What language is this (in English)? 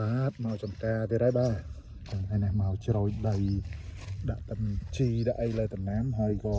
Khmer